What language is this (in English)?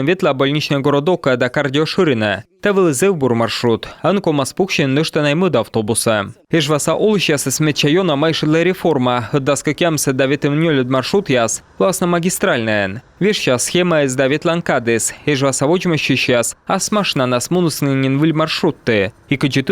Komi